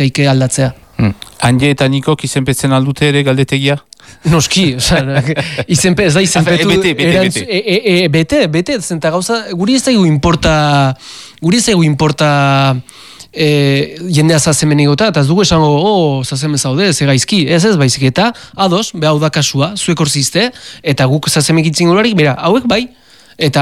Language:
Basque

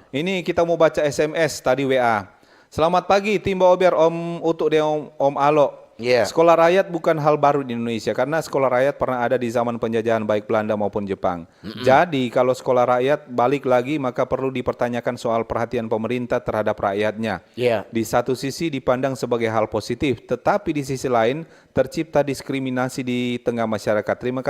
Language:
Manado Malay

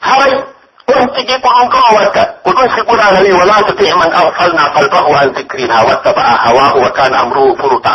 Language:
Pular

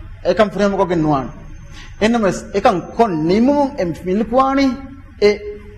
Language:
Divehi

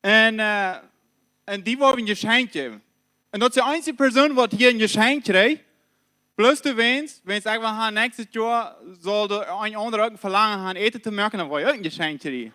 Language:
Plautdietsch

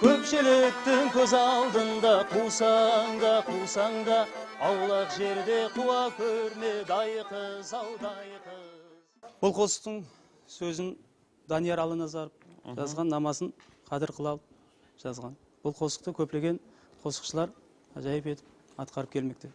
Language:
Kara-Kalpak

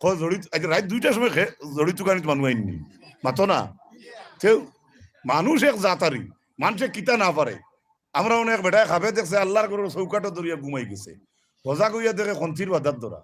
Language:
Sylheti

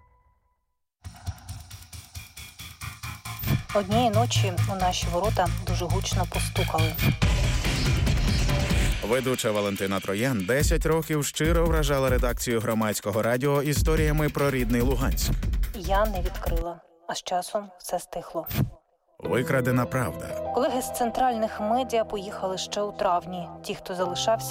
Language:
Ukrainian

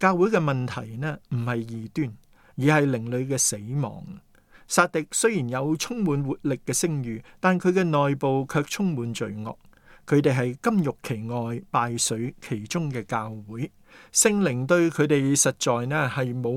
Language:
Cantonese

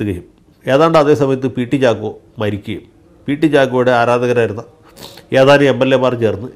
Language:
Malayalam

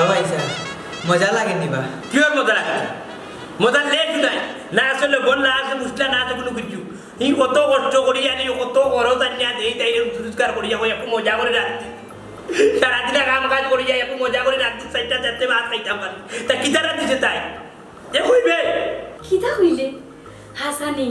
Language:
Sylheti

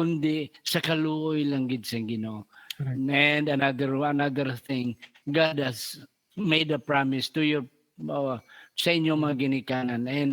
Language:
Hiligaynon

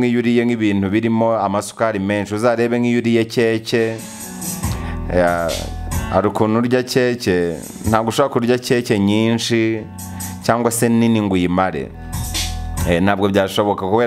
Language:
Kinyarwanda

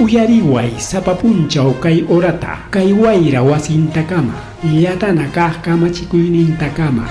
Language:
Ayacucho Quechua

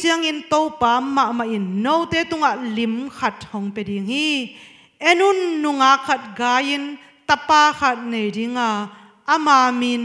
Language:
Tedim Chin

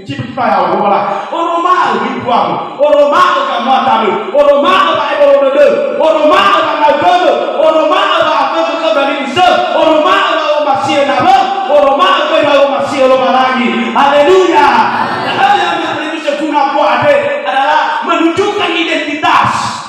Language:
Nias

